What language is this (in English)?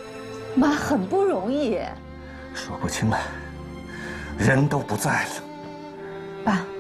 Chinese